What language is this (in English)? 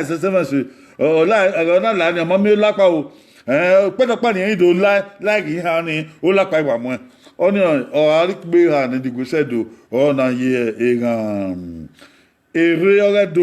Bini